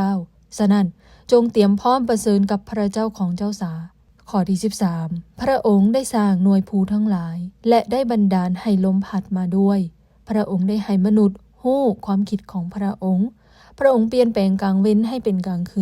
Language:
Lao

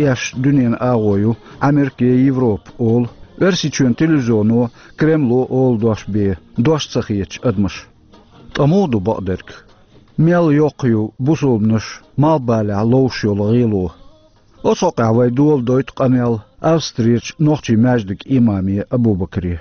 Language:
Chechen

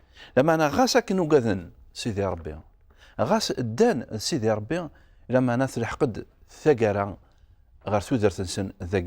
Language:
Kabyle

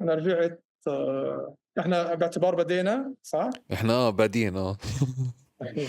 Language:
North Levantine Arabic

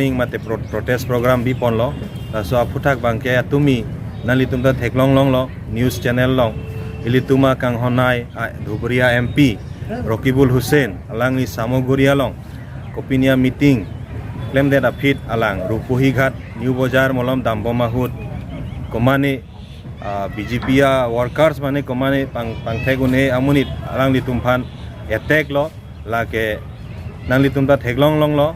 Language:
Karbi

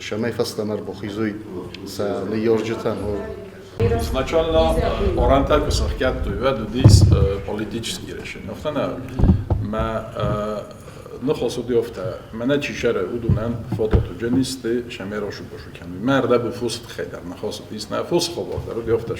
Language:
Ossetic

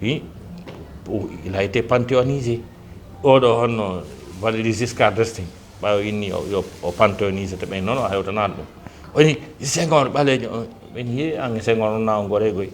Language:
Fula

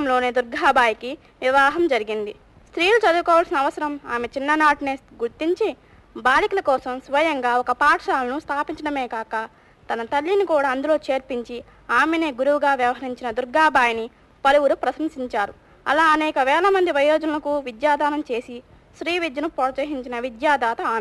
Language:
Telugu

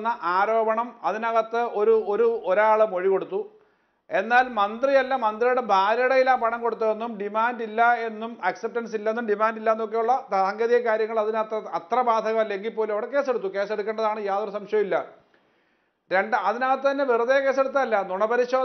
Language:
Malayalam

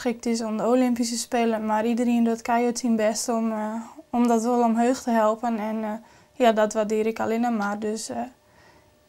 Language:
Western Frisian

